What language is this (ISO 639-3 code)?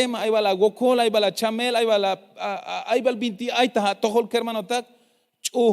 tzh